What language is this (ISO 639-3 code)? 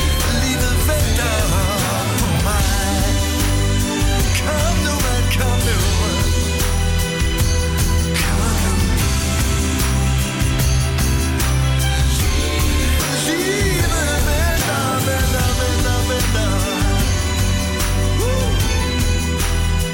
dan